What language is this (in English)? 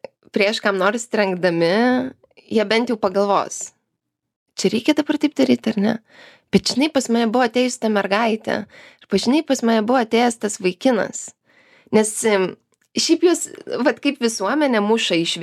Lithuanian